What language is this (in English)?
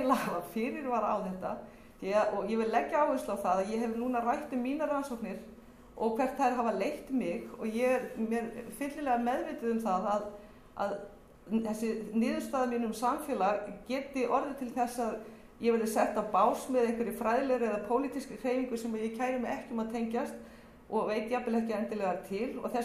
Icelandic